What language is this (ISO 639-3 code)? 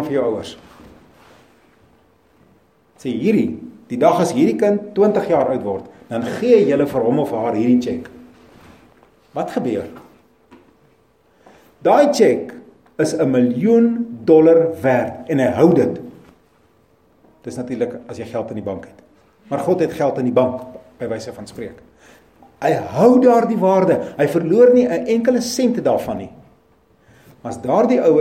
afr